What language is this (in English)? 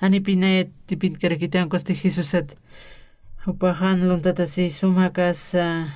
Aymara